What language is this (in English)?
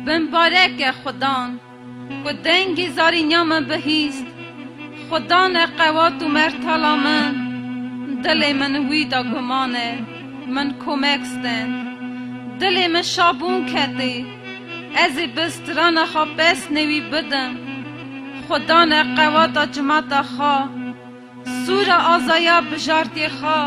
Kurdish